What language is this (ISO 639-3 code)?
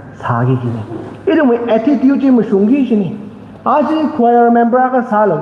nmf